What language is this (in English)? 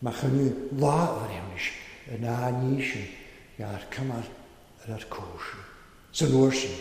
Welsh